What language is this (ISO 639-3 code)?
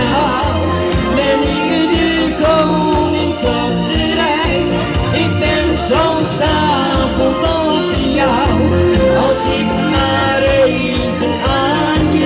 nld